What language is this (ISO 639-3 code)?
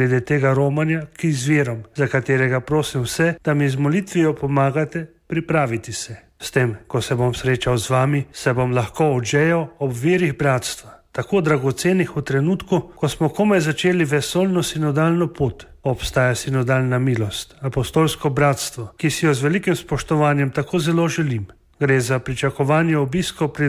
slv